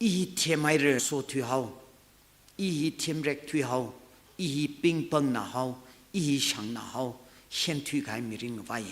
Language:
Tangkhul Naga (India)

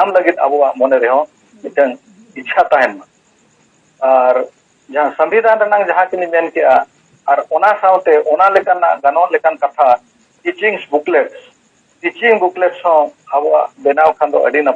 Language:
Santali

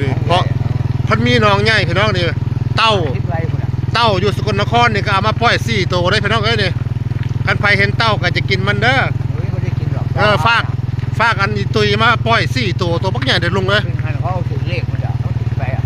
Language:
Northeastern Thai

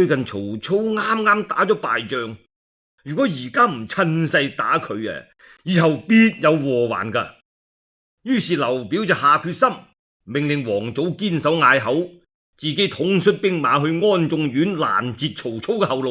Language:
Cantonese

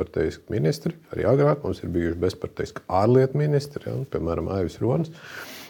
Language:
Latvian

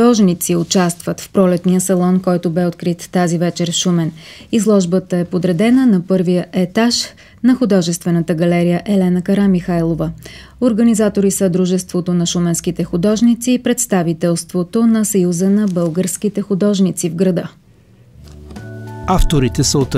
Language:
Bulgarian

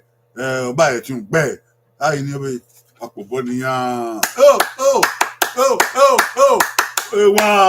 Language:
Bini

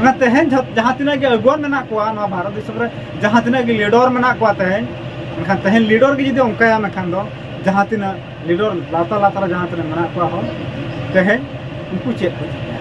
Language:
Santali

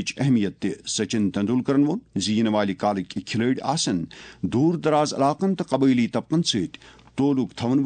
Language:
Kashmiri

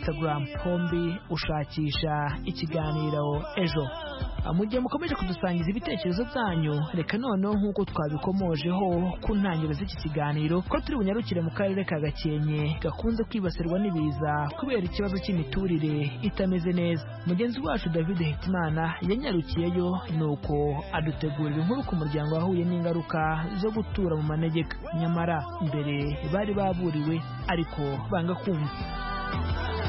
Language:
Kinyarwanda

